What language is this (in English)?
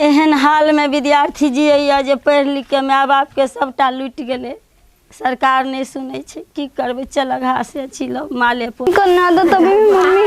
Maithili